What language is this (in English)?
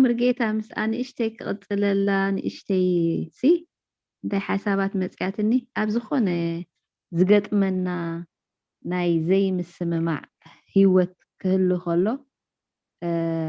Tigrinya